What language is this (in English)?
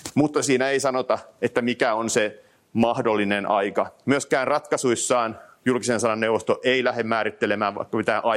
Finnish